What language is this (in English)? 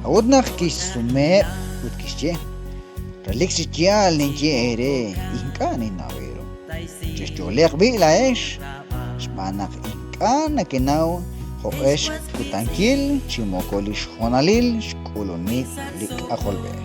Kekchí